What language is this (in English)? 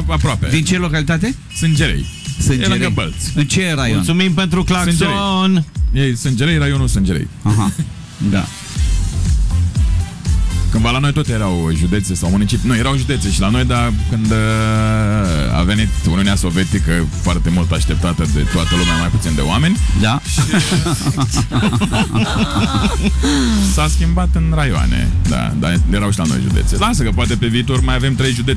Romanian